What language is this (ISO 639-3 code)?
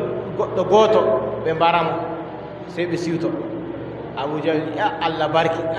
fub